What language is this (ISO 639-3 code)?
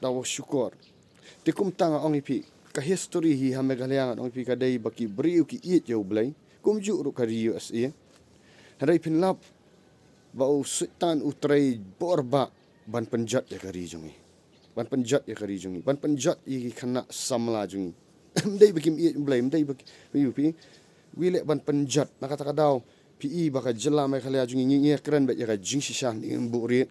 kha